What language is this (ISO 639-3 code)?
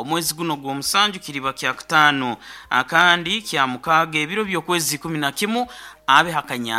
nyo